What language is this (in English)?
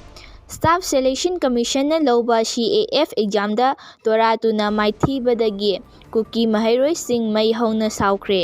Manipuri